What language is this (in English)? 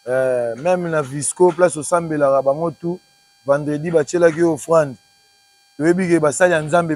Lingala